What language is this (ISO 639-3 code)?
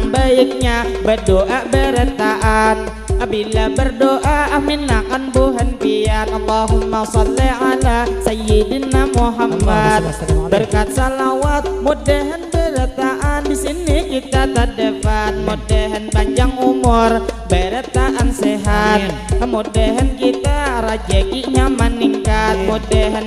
bjn